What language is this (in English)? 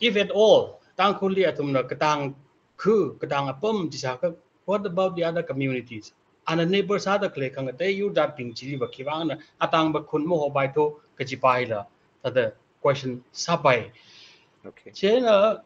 Tangkhul Naga (India)